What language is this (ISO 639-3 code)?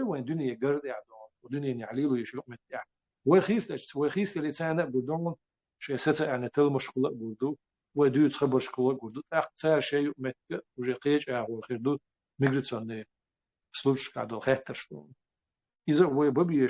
che